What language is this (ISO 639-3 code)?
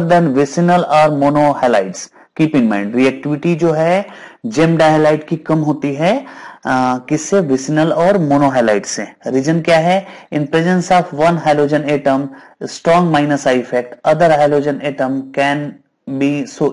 hin